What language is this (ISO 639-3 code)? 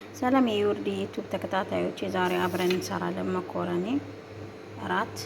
amh